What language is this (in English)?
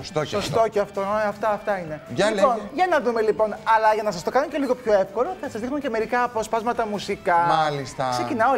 Greek